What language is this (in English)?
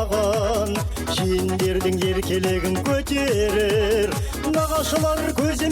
Kara-Kalpak